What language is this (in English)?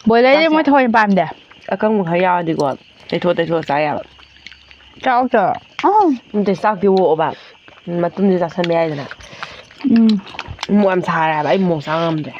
Manipuri